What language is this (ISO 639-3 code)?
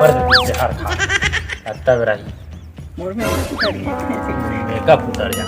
hne